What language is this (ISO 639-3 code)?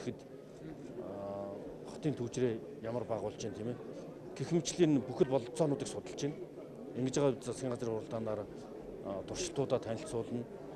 mon